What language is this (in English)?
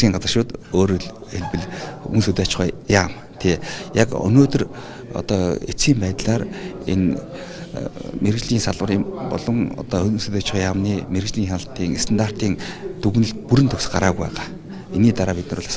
Mongolian